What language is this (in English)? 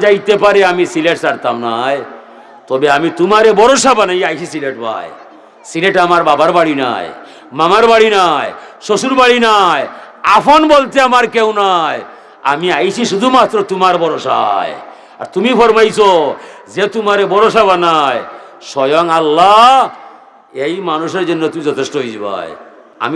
Sylheti